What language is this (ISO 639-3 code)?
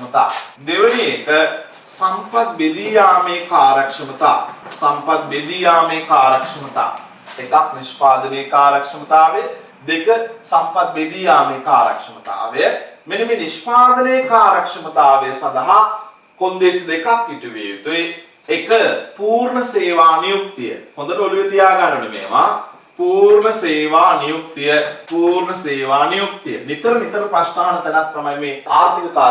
sin